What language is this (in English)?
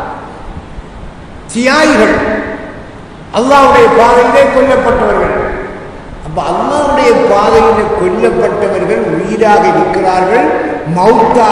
Tamil